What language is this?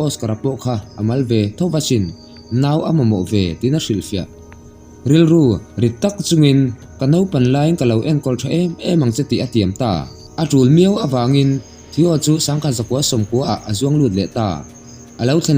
Mizo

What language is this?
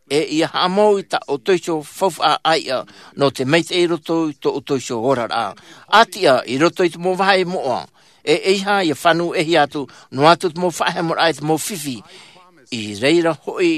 Tahitian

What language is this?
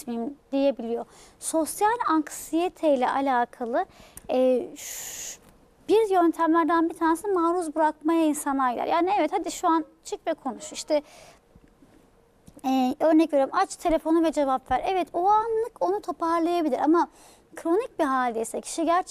Turkish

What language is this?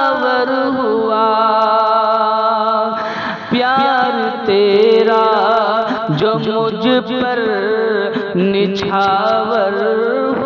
Urdu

